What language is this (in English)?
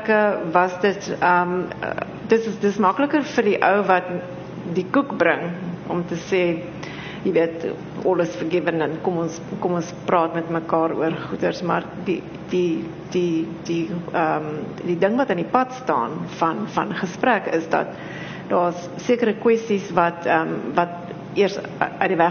Afrikaans